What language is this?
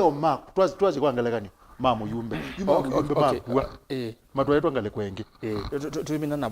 Kamba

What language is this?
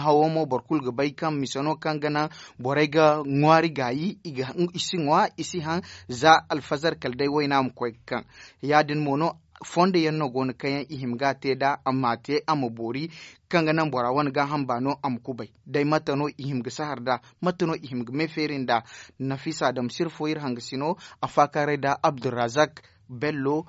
Zarma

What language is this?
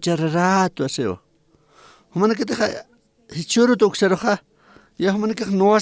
Aymara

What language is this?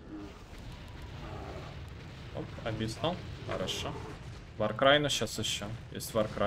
Russian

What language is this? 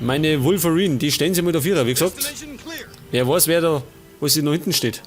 Bavarian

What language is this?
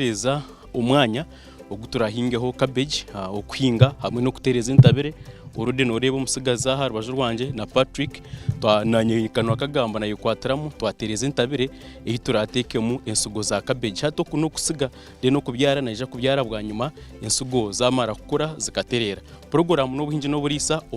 Nyankole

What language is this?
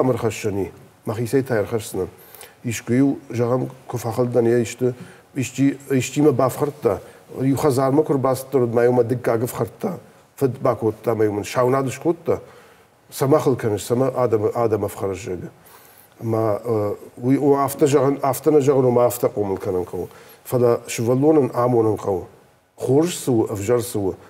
Ossetic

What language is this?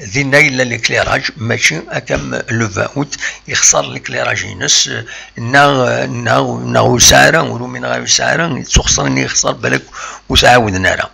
Kabyle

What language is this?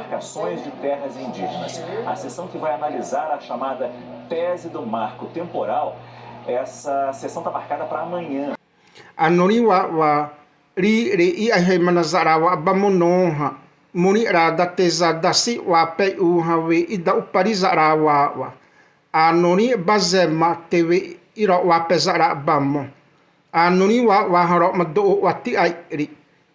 Xavánte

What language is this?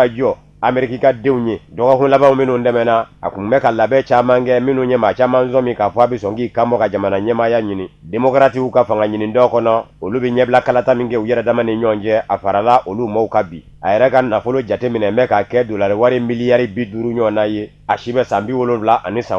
Bambara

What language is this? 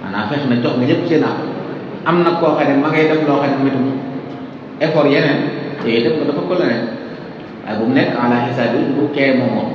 Wolof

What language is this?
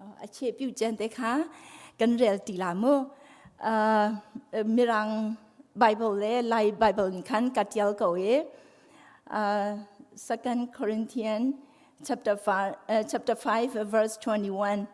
Hakha Chin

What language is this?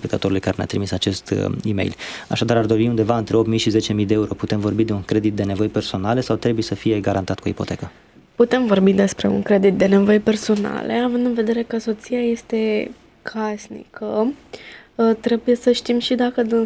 Romanian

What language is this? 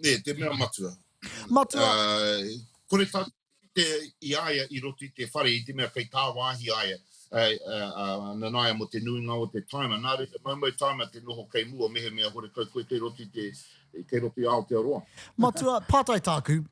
Māori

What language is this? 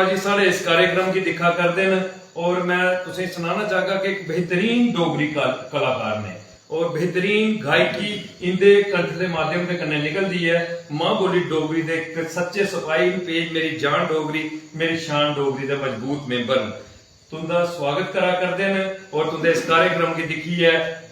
Dogri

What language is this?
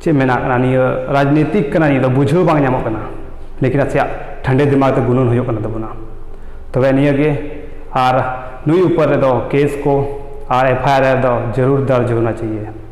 Santali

